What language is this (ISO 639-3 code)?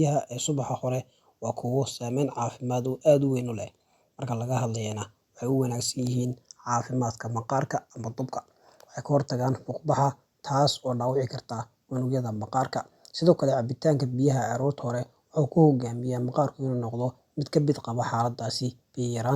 som